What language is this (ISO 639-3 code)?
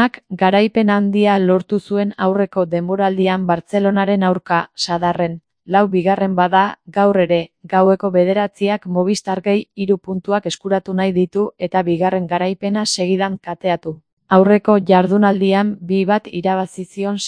eus